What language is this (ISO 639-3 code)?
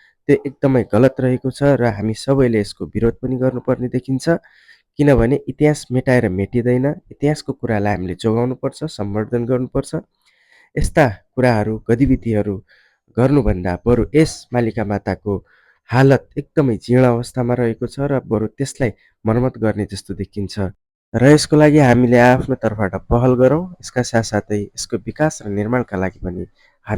nep